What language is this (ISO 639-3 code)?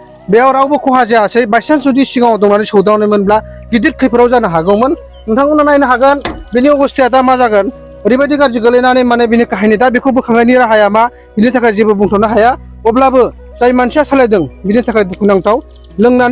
brx